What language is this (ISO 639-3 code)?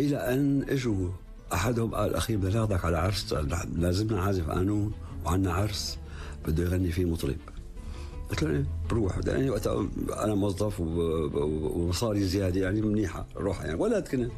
apc